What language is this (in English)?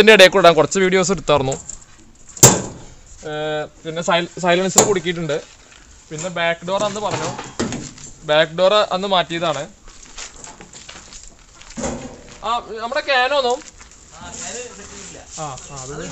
Malayalam